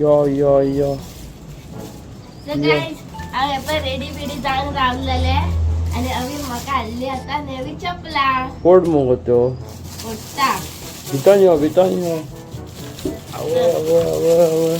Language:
Konkani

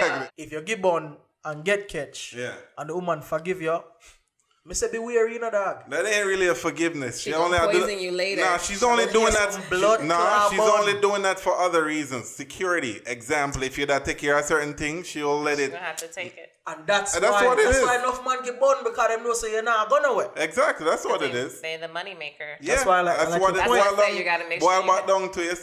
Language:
Jamaican Creole English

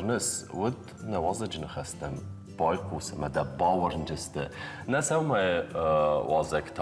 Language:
Ossetic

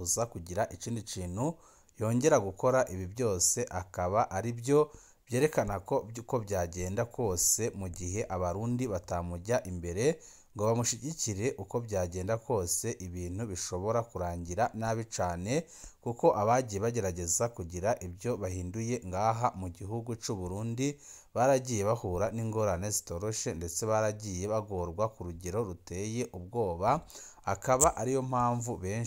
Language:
Rundi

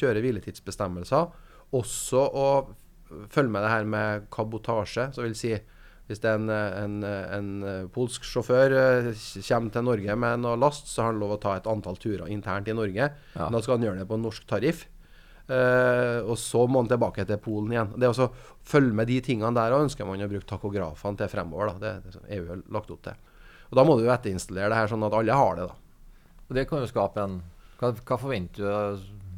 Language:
Norwegian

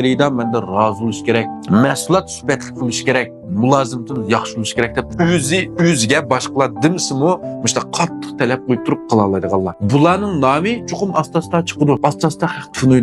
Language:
Uyghur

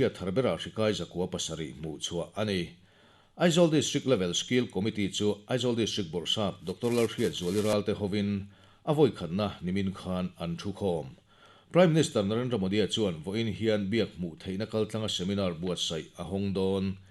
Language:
Mizo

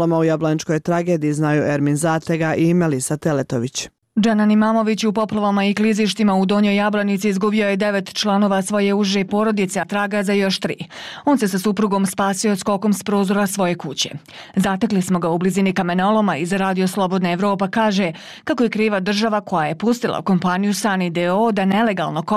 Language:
Bosnian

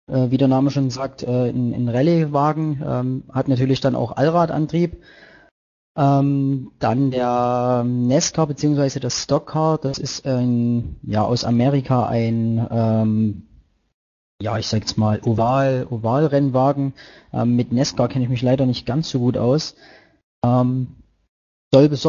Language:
German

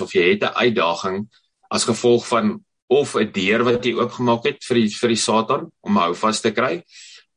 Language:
Afrikaans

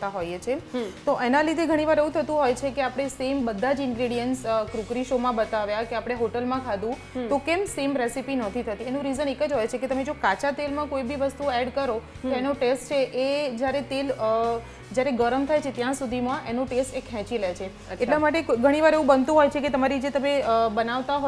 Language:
Gujarati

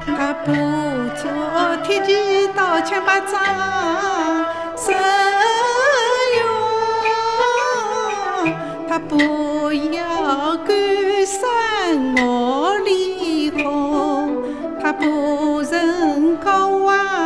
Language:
Chinese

